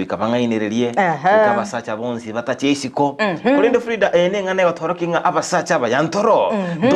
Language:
Gusii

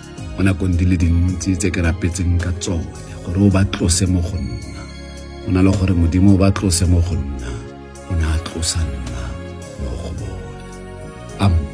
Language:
Tswana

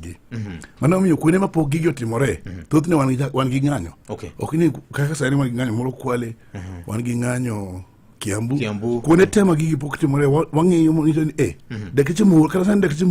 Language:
Luo (Kenya and Tanzania)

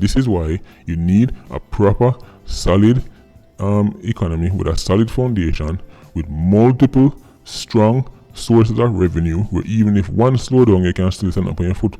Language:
Jamaican Creole English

